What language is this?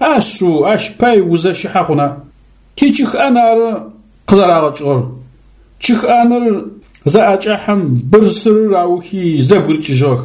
Adyghe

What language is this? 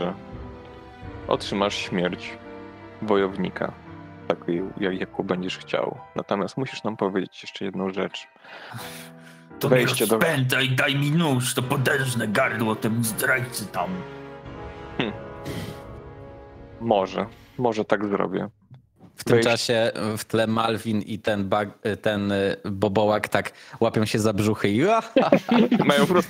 Polish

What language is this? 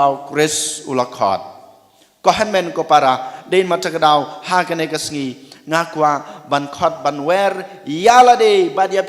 Khasi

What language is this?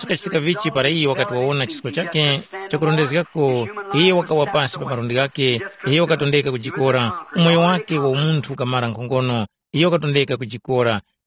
Tumbuka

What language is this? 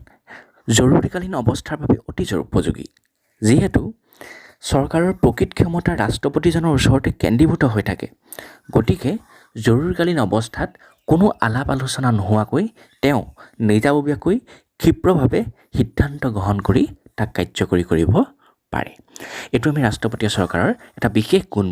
Assamese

